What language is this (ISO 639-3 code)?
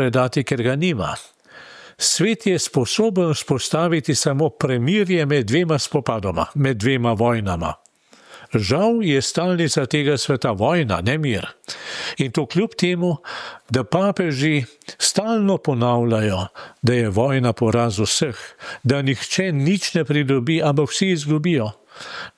slv